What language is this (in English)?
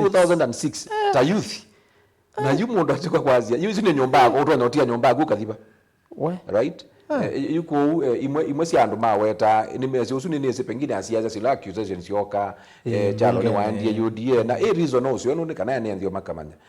Kamba